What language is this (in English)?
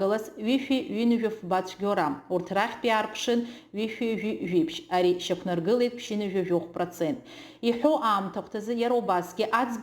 Abkhazian